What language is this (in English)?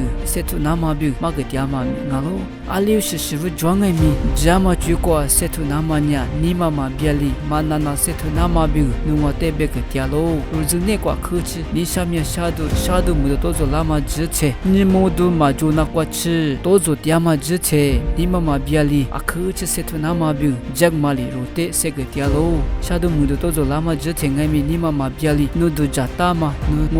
Lisu